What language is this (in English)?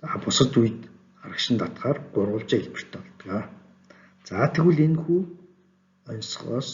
Mongolian